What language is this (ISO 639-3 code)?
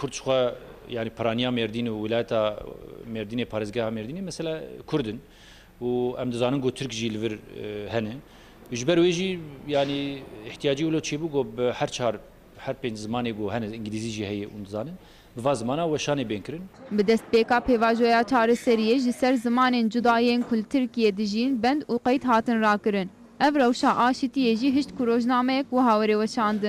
kur